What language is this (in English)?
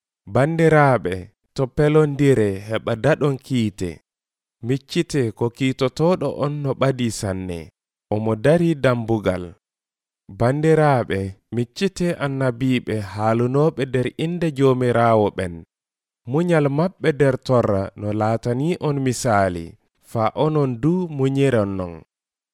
Nigerian Fulfulde